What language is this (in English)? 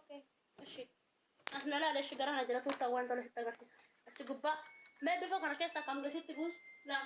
Oromo